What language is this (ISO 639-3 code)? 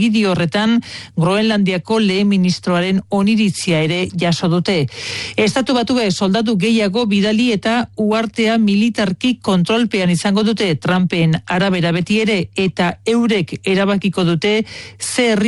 eus